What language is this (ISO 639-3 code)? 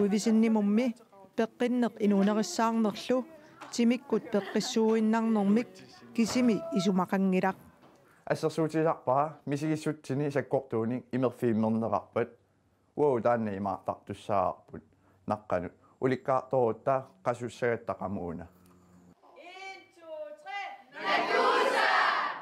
kal